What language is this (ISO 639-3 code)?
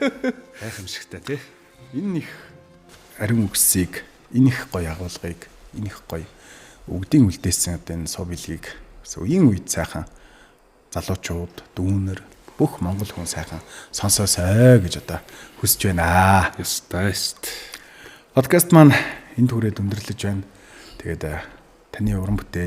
mon